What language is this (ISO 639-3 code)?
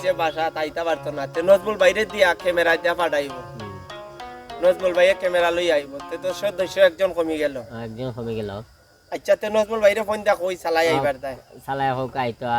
syl